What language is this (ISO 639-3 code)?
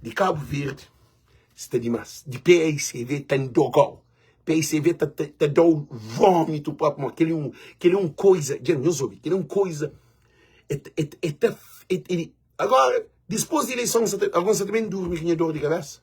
kea